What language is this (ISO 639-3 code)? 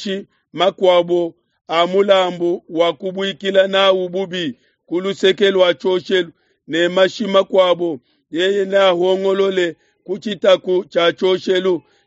lua